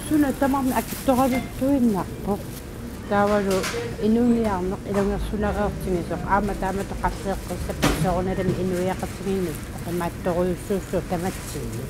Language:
Kalaallisut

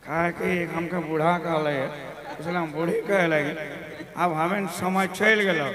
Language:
Sadri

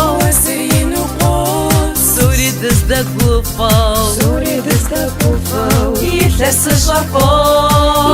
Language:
Kabardian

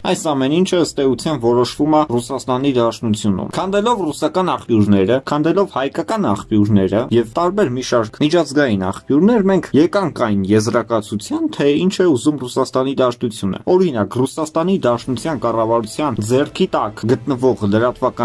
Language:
Armenian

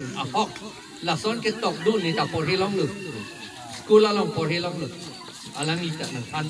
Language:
Karbi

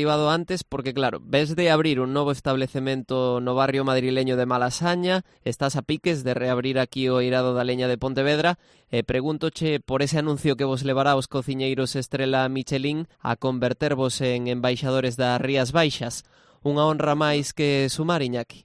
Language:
Galician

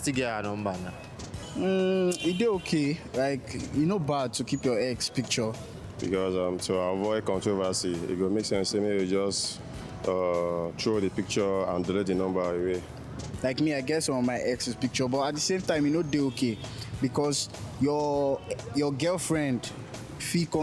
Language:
Nigerian Pidgin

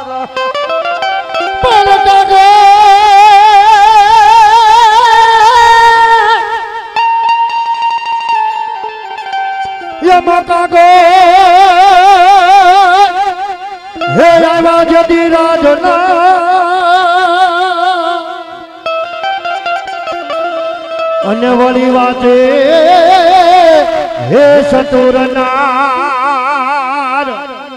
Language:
Gujarati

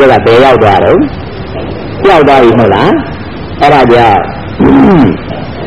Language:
Burmese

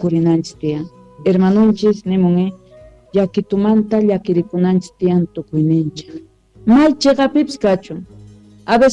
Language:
Quechua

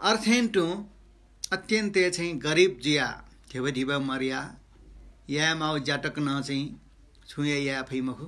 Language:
Newari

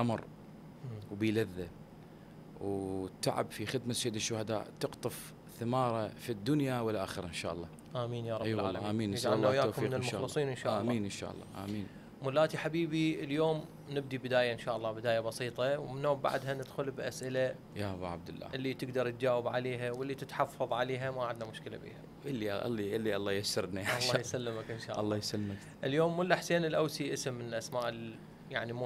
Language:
Mesopotamian Arabic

